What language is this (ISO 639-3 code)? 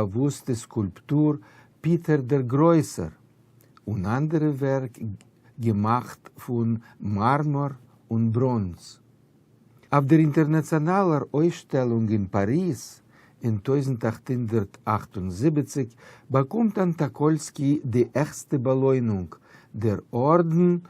yid